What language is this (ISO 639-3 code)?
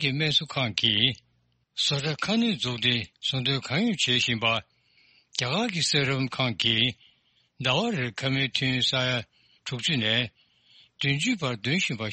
bod